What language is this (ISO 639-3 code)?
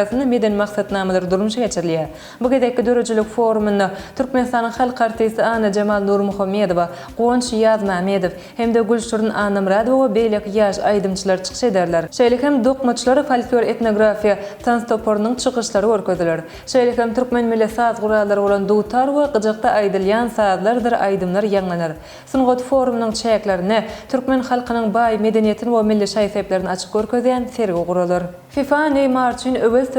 tuk